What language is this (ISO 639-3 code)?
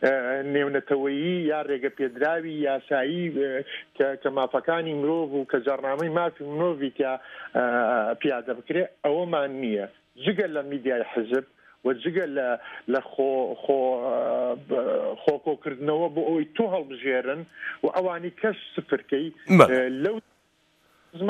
ckb